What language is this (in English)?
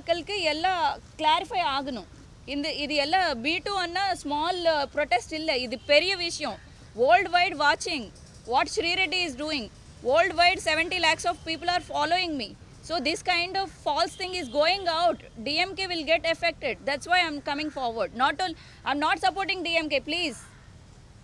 Tamil